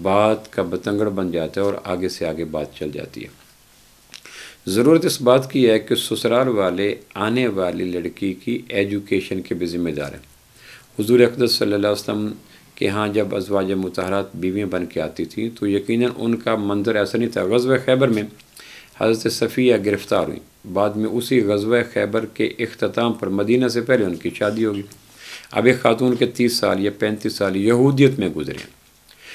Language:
Urdu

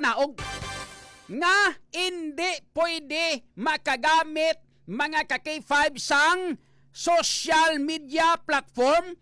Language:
Hiligaynon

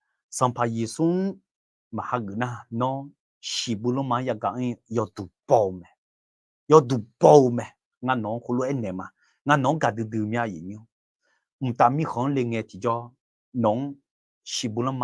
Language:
Akha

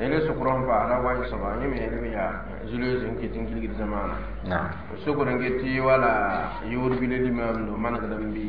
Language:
Mossi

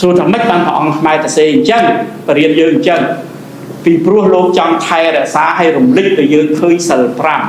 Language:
Khmer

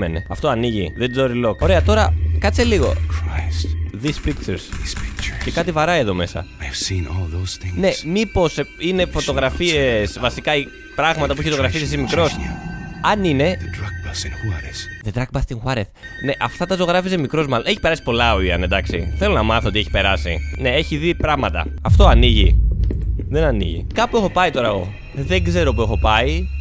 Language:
Greek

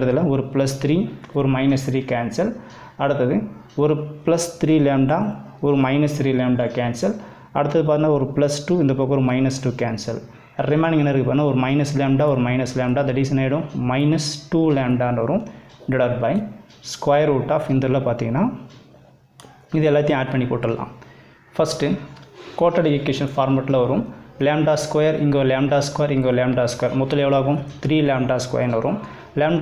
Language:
Tamil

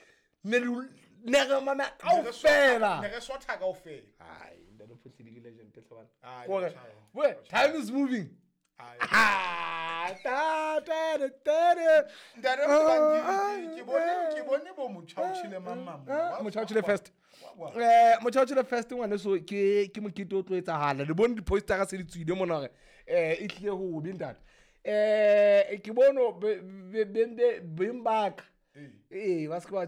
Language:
Southern Sotho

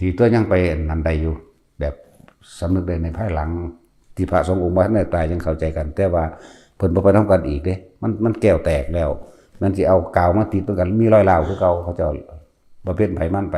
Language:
Northeastern Thai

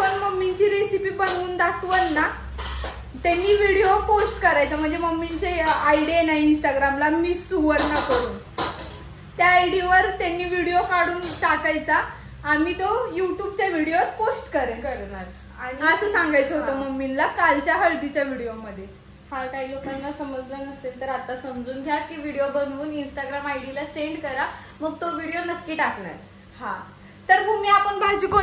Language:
Marathi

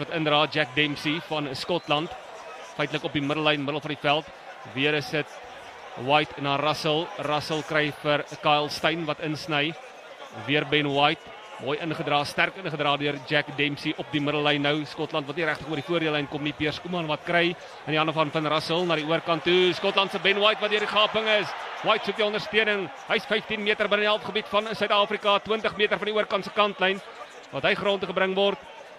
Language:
Afrikaans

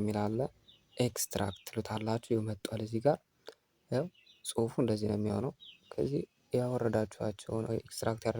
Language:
Amharic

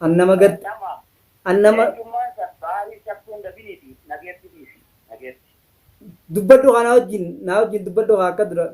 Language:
Oromo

